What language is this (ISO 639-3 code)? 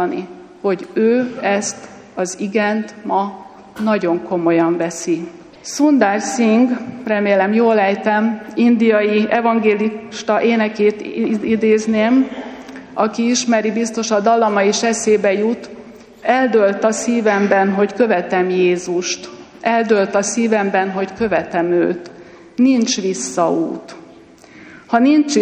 hun